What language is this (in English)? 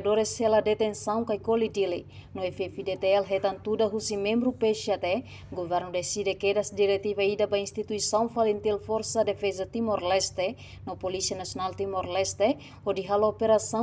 Tetum